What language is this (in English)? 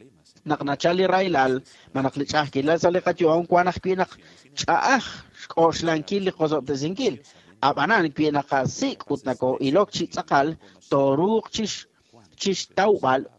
Kekchí